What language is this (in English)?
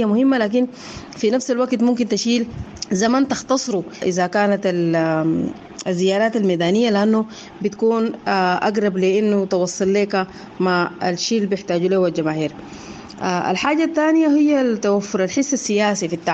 Sudanese Arabic